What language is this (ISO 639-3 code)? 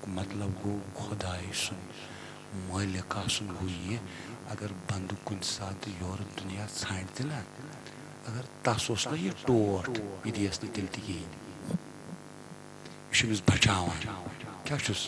kas